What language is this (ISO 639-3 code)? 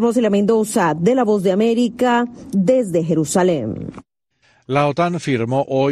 spa